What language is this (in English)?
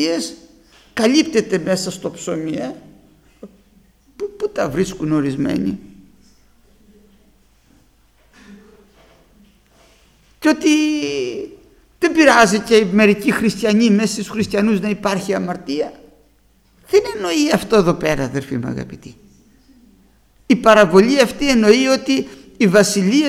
Greek